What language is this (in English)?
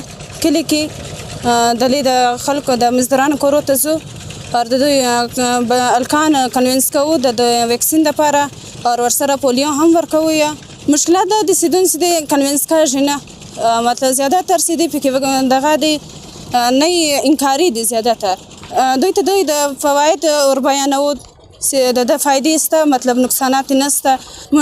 Pashto